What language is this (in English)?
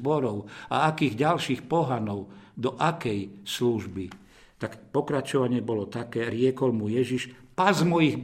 Slovak